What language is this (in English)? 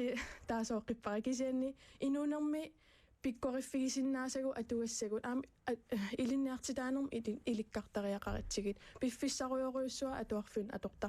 Kalaallisut